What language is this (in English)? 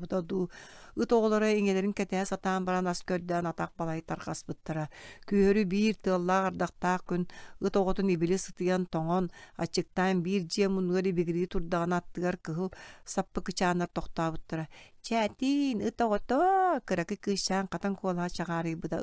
Yakut